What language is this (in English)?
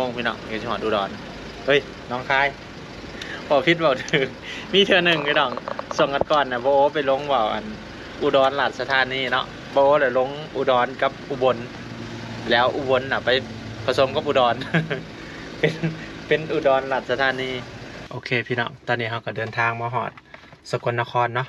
Lao